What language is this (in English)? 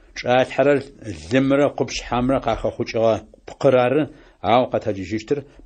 Adyghe